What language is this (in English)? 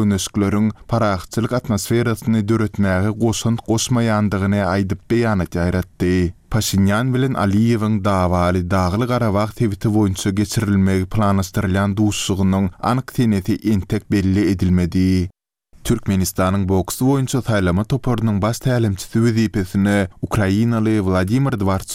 Turkmen